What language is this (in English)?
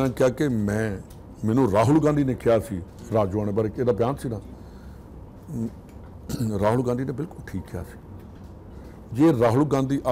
Punjabi